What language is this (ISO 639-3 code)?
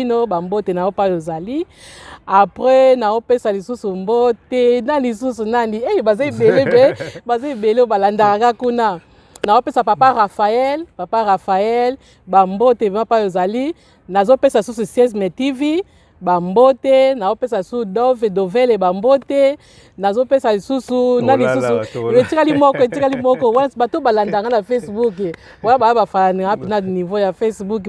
lin